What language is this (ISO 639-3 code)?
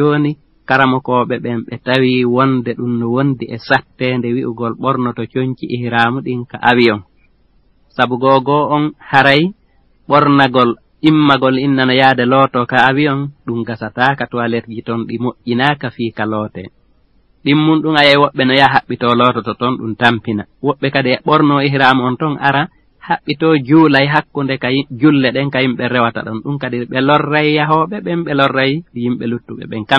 ful